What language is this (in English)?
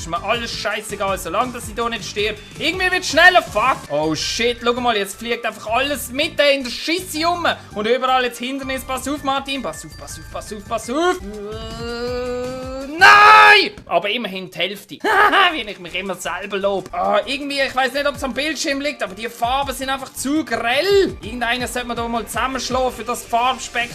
Swiss German